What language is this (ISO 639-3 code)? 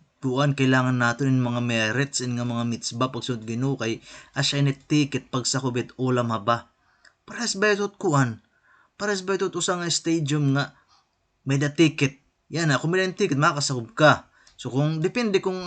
war